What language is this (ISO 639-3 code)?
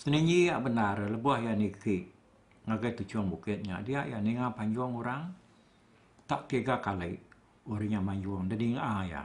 iba